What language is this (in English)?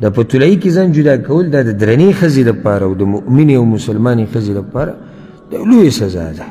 Pashto